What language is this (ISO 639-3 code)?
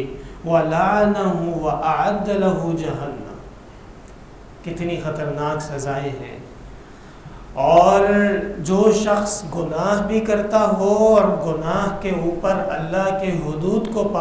urd